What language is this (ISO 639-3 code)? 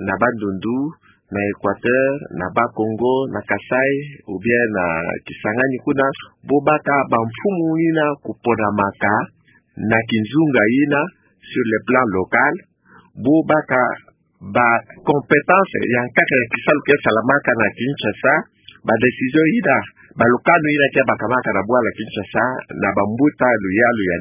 ktu